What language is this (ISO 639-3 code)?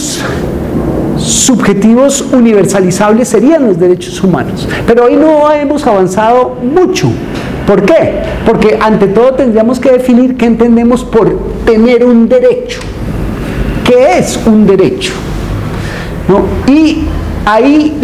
spa